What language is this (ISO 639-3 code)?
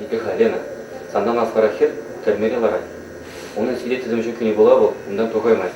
chv